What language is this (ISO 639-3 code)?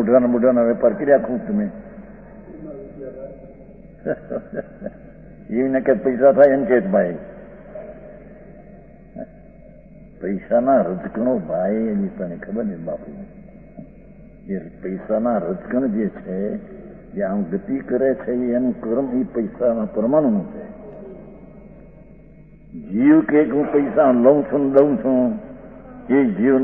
guj